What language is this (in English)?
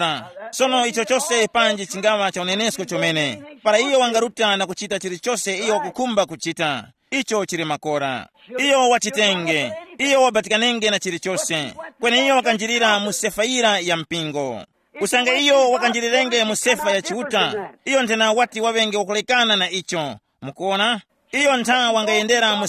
Tumbuka